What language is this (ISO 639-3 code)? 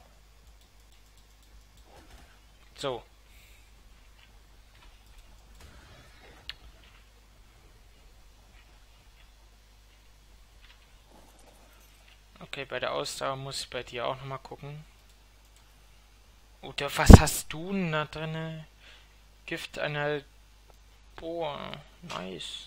deu